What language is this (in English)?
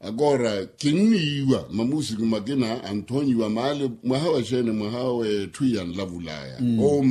Makhuwa